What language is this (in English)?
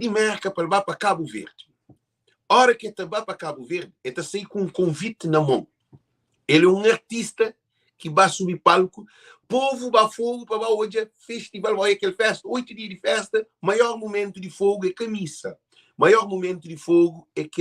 Kabuverdianu